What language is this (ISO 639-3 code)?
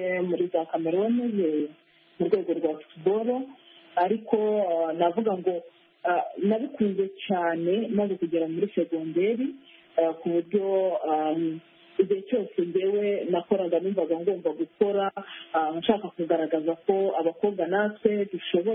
kin